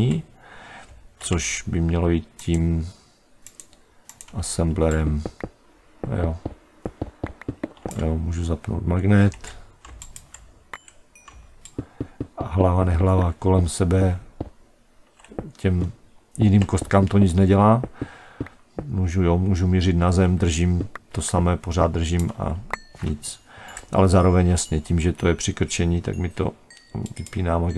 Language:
Czech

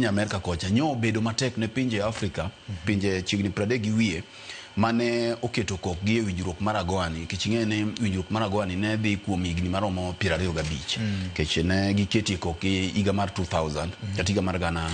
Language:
Luo (Kenya and Tanzania)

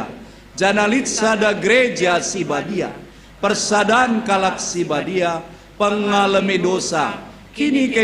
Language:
Batak Karo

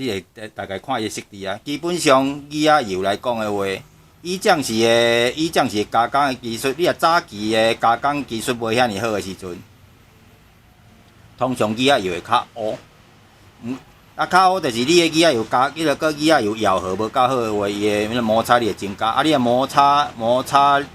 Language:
Min Nan Chinese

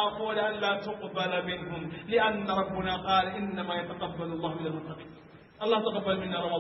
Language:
Fula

